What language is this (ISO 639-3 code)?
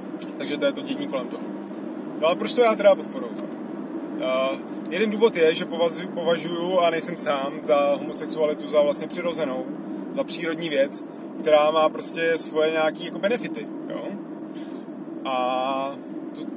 ces